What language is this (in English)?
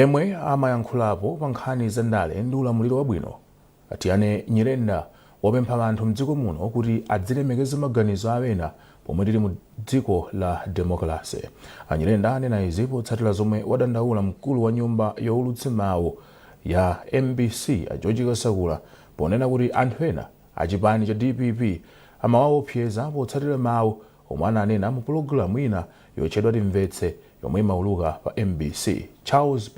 Nyanja